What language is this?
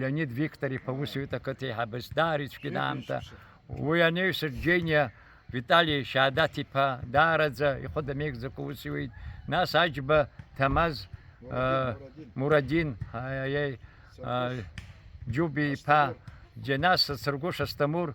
Abkhazian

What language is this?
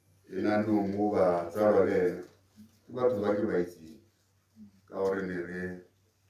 Tswana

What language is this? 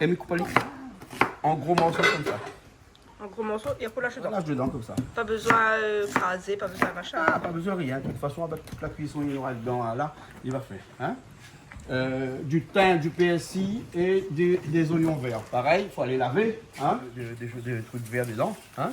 Réunion Creole French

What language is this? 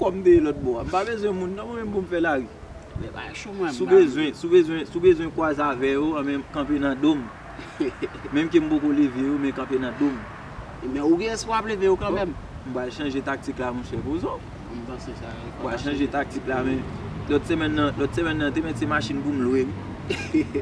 Haitian Creole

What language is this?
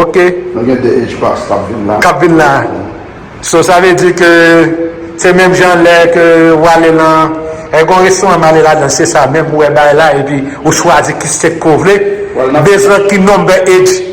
Haitian Creole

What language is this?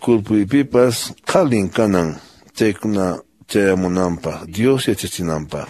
Quechua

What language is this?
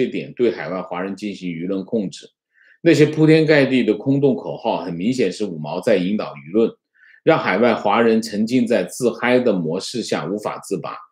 Chinese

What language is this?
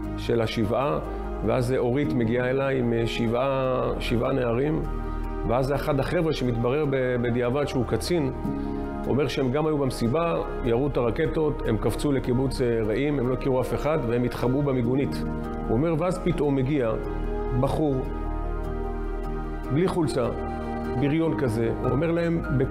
Hebrew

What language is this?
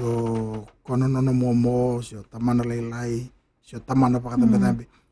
Fijian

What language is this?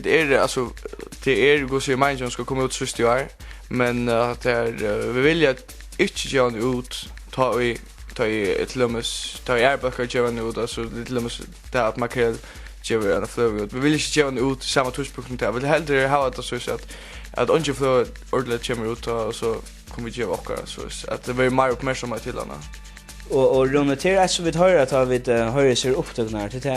Faroese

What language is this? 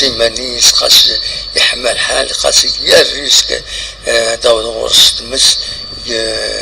Kabyle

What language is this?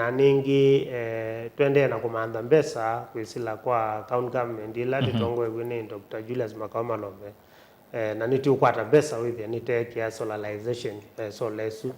Kamba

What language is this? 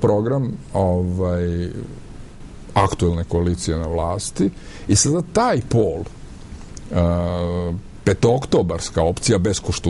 Serbian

